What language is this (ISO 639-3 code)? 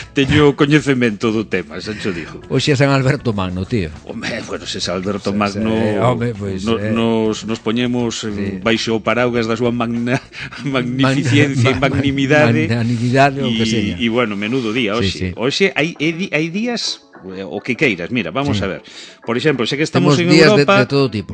glg